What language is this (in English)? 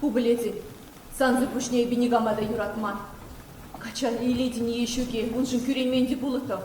Chuvash